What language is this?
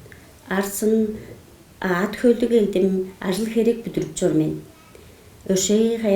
Tuvinian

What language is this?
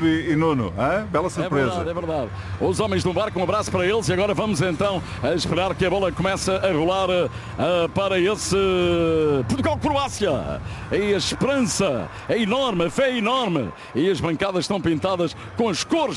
Portuguese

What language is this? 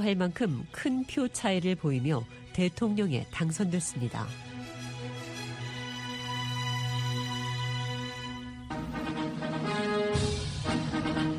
Korean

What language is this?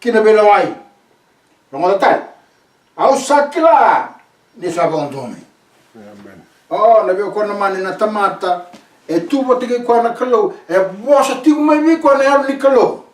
Fijian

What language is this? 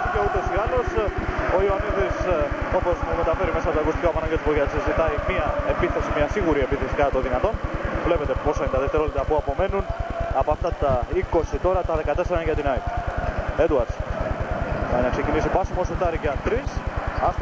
Greek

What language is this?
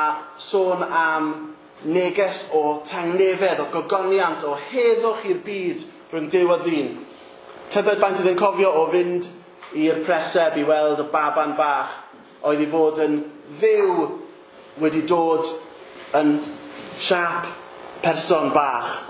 Welsh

